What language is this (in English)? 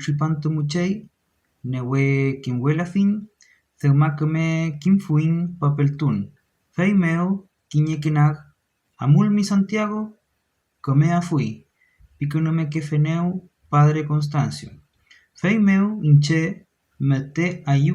Mapuche